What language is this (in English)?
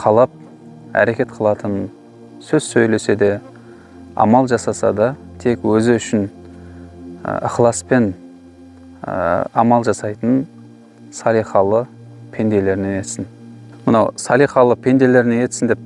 Kazakh